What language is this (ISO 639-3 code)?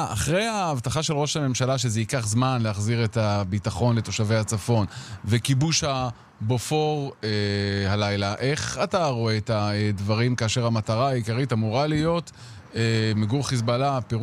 heb